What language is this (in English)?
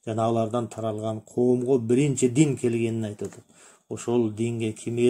Kyrgyz